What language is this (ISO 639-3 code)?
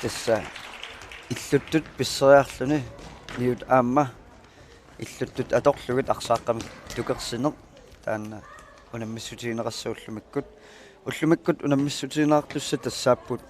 kal